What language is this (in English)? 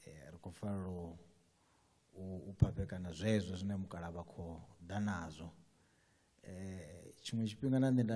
Venda